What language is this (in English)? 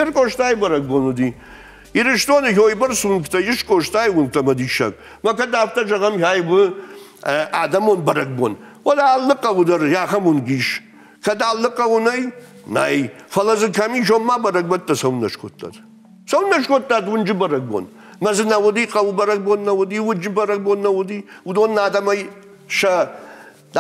Ossetic